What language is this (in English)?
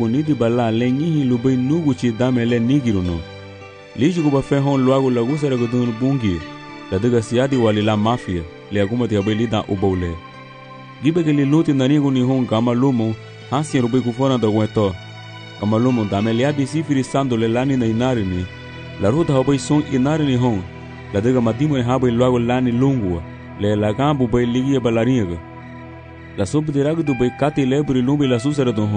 Garifuna